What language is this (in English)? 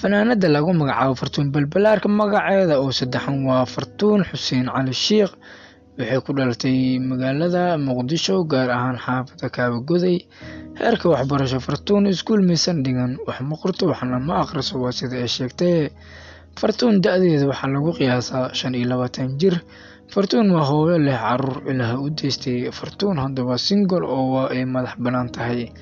Somali